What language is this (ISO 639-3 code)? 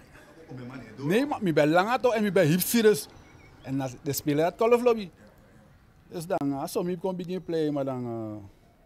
nld